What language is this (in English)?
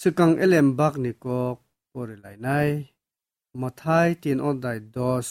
Kok Borok